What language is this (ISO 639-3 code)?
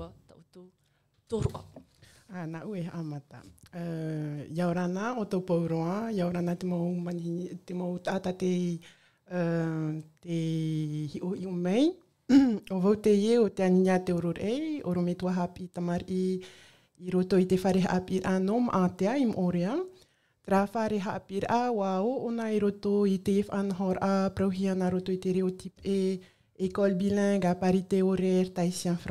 tah